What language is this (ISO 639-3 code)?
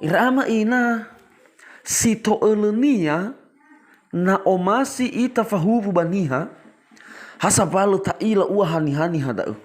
nia